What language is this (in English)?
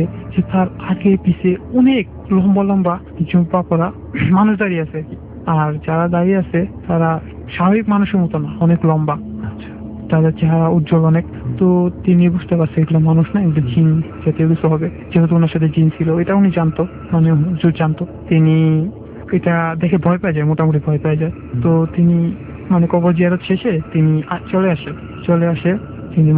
Bangla